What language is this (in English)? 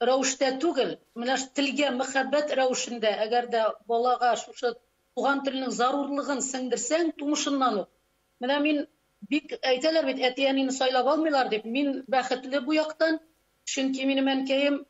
Tatar